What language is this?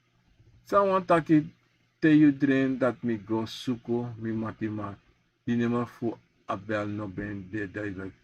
Sranan Tongo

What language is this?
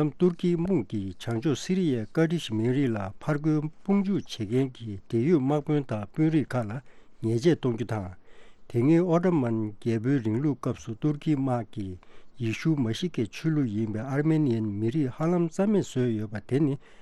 Tibetan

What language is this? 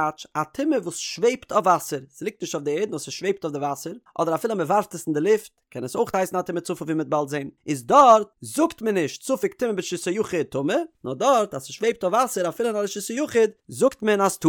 Yiddish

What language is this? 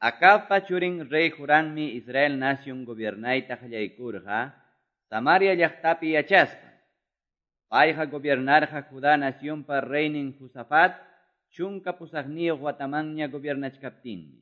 Quechua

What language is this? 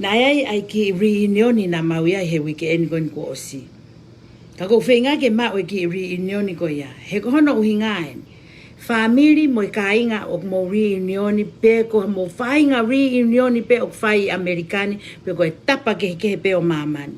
Tongan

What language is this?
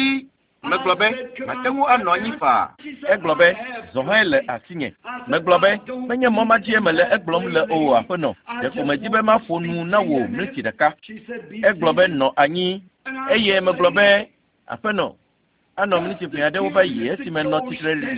Ewe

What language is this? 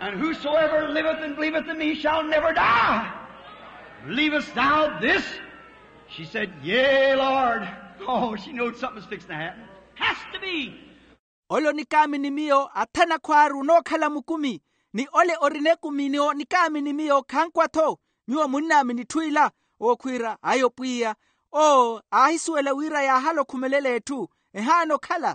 Makhuwa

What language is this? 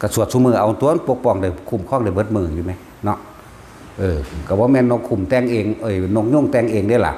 Northeastern Thai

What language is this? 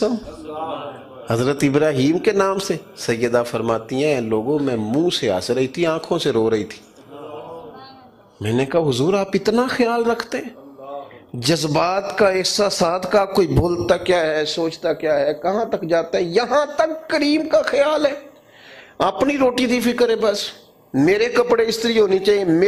Urdu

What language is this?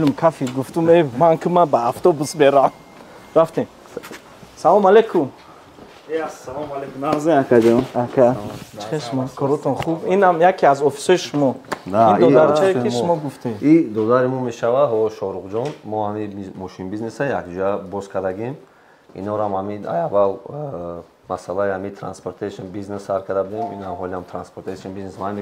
Tajik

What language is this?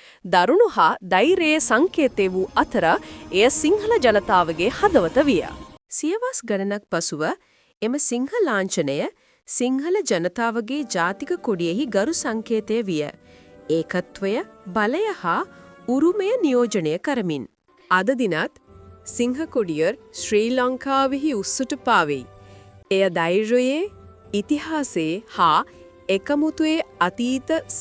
Sinhala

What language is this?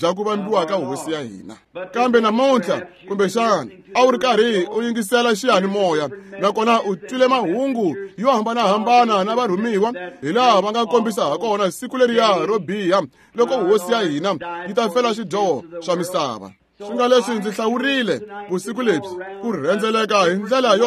Tsonga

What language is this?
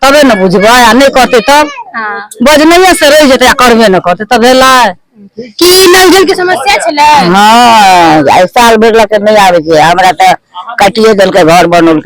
Maithili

